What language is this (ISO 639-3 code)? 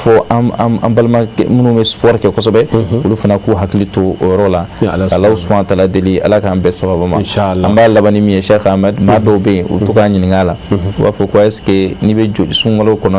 bam